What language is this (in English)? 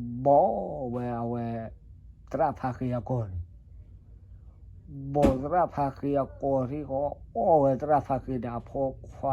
S'gaw Karen